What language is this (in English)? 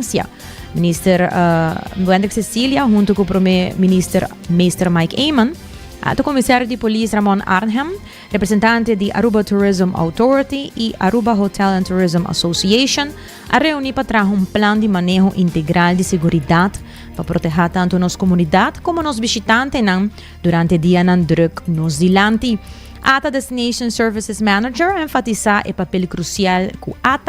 Papiamento